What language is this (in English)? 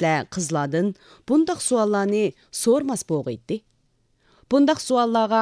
Uyghur